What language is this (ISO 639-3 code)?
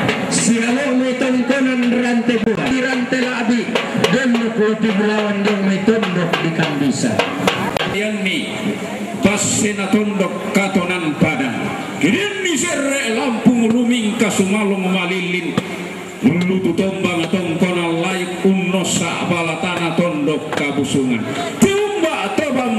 sda